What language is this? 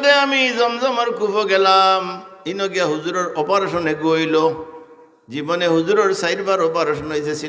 Sylheti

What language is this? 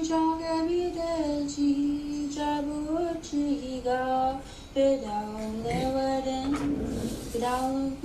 Mi'kmaw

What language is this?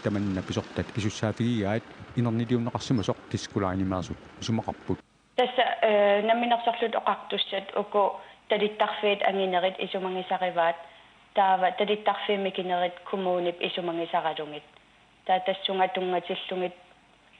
Kalaallisut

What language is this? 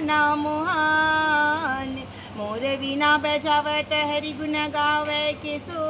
Chhattisgarhi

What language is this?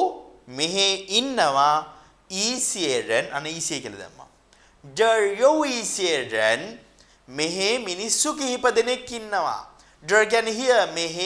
Sinhala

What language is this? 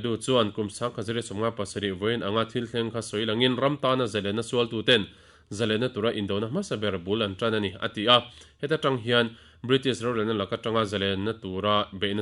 Mizo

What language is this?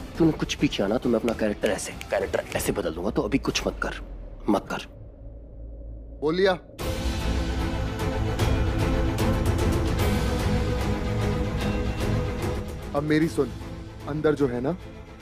Hindi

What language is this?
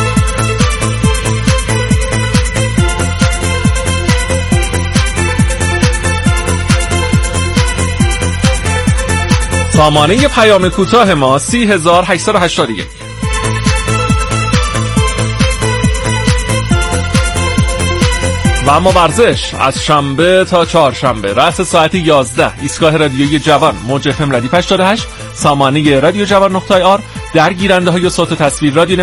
Persian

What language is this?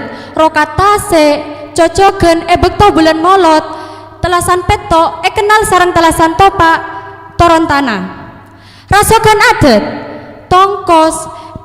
Madurese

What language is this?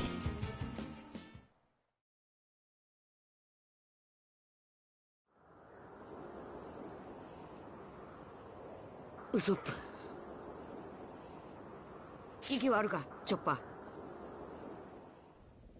Japanese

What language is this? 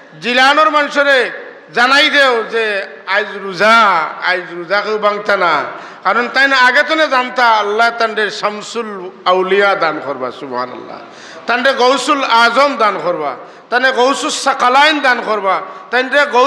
Sylheti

